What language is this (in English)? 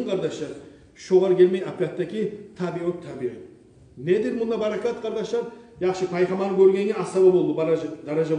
Kumyk